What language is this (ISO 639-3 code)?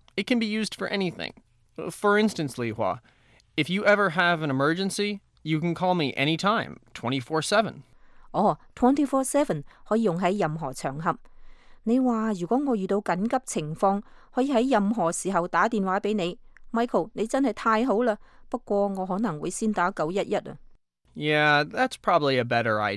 yue